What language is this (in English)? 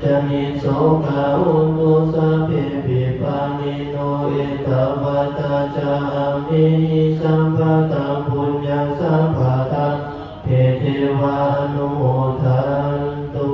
Pali